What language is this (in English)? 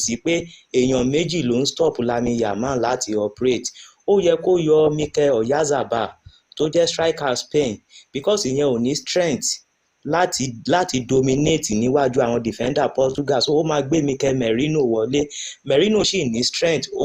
Yoruba